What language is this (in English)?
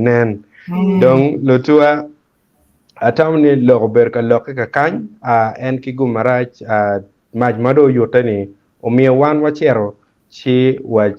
Acoli